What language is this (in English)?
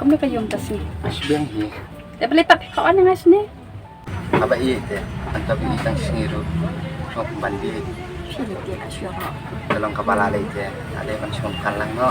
Khasi